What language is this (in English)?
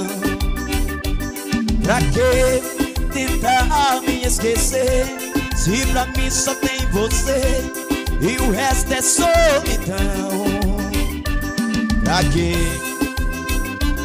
Portuguese